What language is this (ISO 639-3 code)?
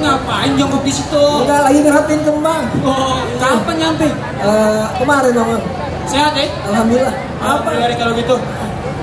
bew